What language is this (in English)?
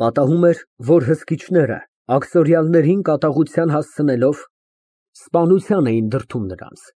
Armenian